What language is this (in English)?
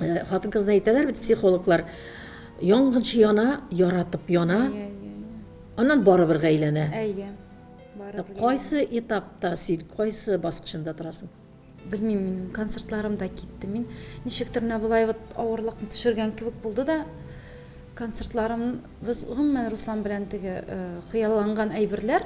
Tatar